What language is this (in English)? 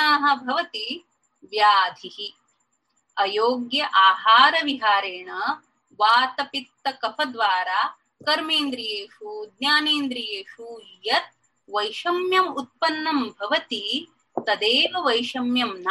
Sanskrit